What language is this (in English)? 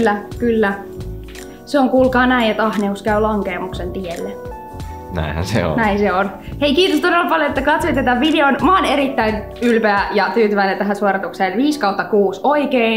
Finnish